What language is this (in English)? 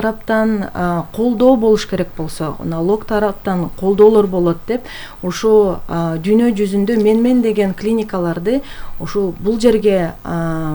Kyrgyz